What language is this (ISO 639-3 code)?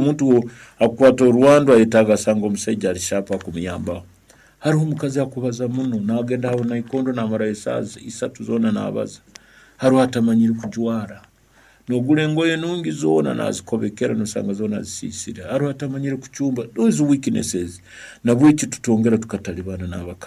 nyn